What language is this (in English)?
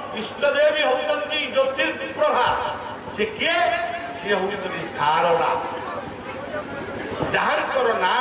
Odia